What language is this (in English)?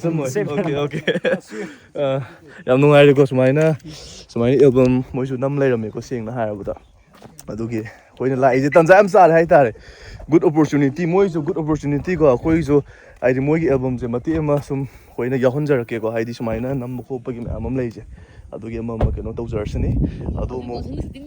Manipuri